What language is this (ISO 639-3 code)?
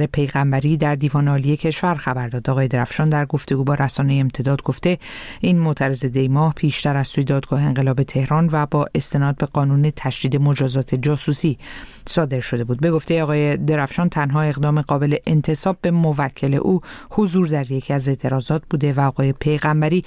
fas